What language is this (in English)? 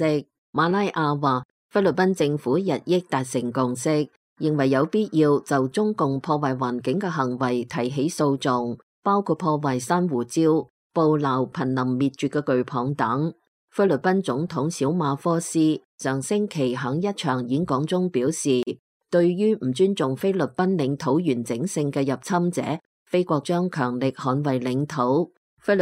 Cantonese